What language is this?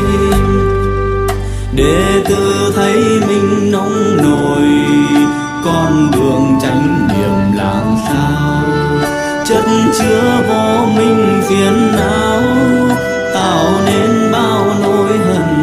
Vietnamese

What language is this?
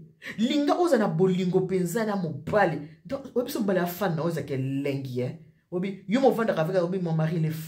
Lingala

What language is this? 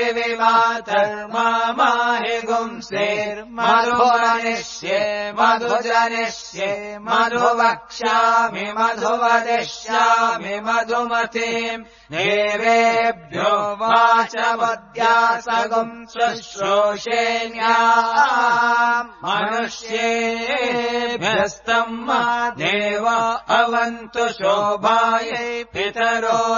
Sanskrit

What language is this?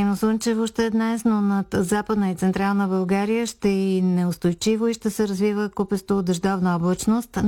Bulgarian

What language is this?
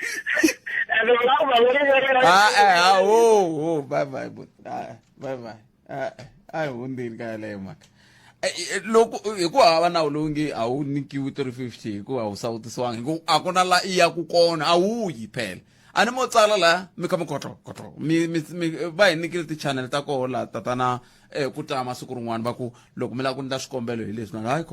Tsonga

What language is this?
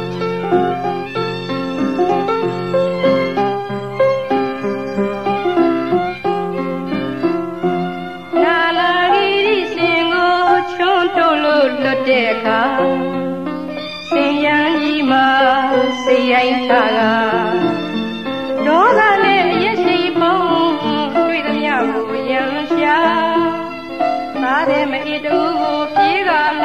Burmese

